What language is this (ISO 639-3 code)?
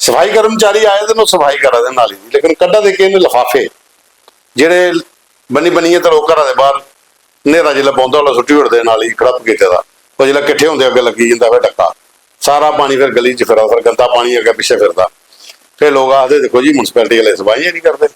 doi